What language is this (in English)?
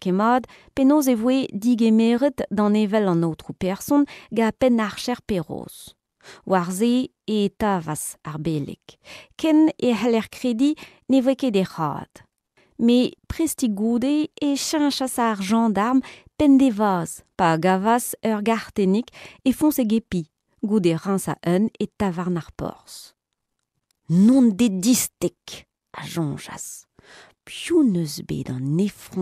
Breton